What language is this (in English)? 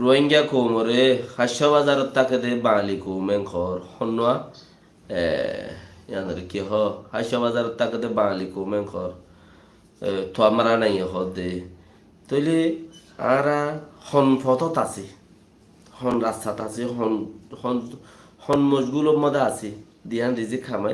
Rohingya